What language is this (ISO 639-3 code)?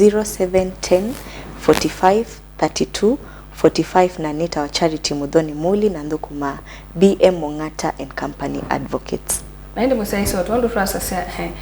kam